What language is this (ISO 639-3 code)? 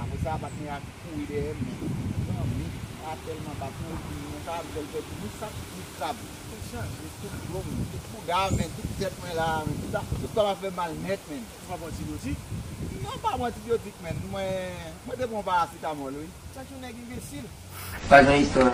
hat